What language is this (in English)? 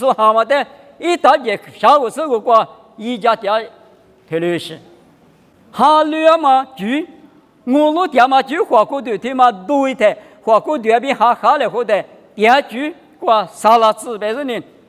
Lisu